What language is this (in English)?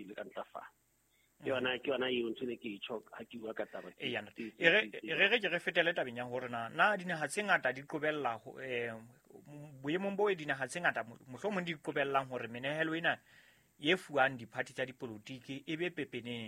Southern Sotho